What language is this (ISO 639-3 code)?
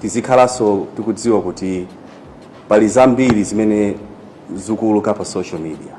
nya